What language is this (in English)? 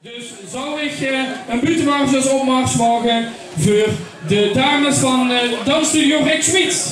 Limburgish